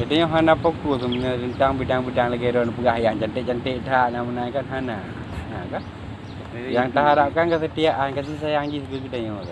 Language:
Achinese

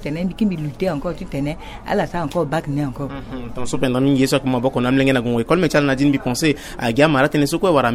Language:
Sango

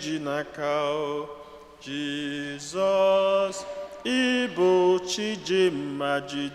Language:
Igbo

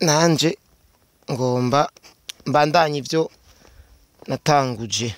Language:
Rundi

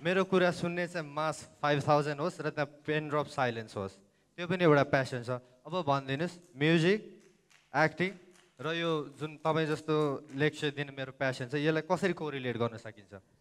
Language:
Nepali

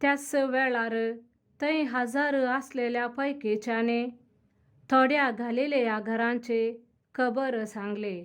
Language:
Konkani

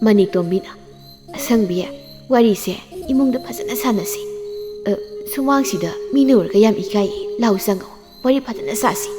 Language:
Manipuri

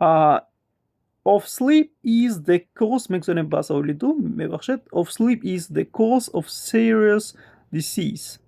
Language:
Tajik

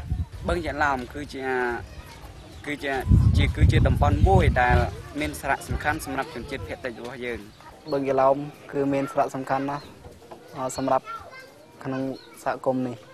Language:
Khmer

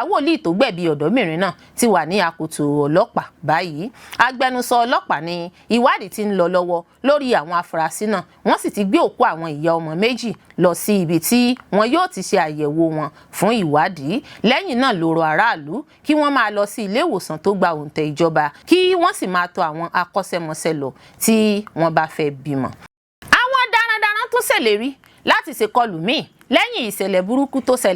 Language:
Yoruba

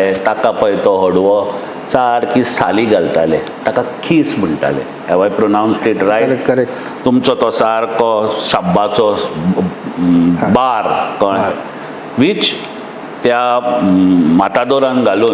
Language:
Konkani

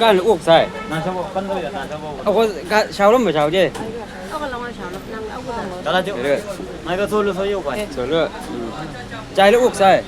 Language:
Chang Naga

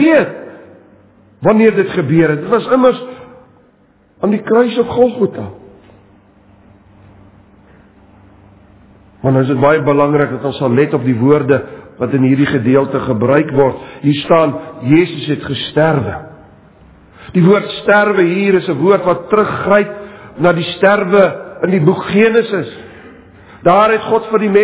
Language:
Afrikaans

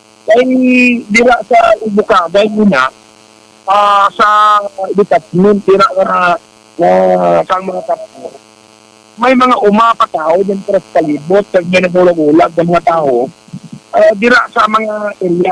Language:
Hiligaynon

